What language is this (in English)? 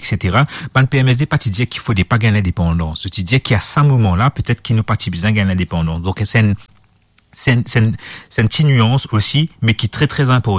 Morisyen